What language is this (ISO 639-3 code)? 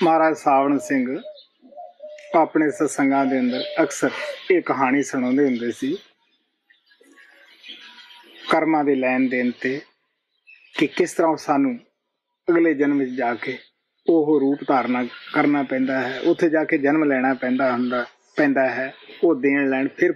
pan